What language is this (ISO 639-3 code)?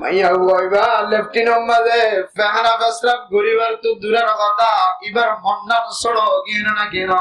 rhg